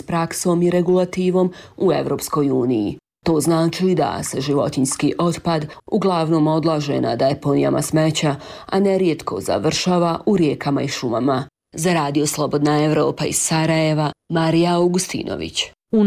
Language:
Bosnian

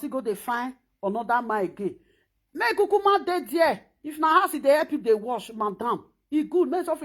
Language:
Nigerian Pidgin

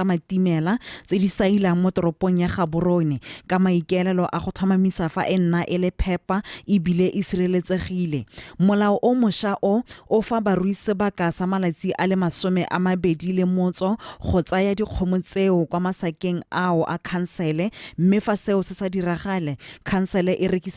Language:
Tswana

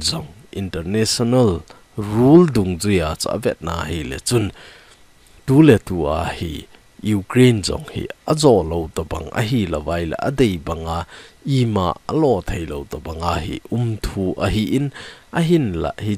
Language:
Thado Chin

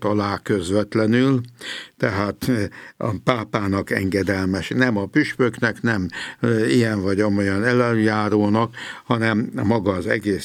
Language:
Hungarian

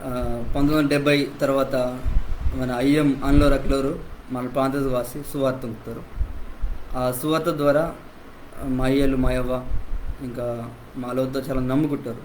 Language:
Koya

